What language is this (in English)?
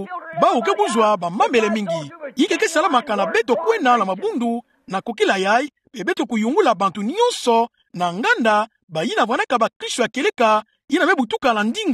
Kituba (Democratic Republic of Congo)